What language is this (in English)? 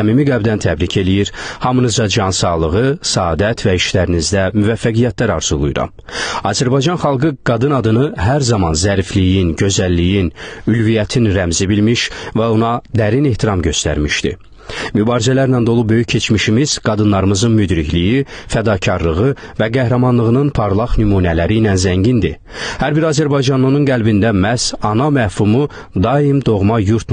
Azerbaijani